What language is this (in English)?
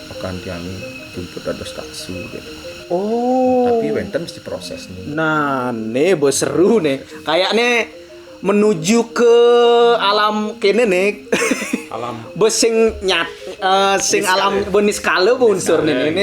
Balinese